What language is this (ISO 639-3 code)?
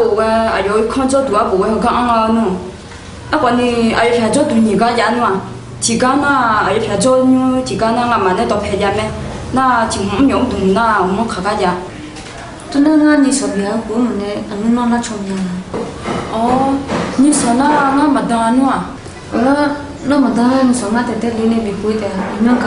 ahk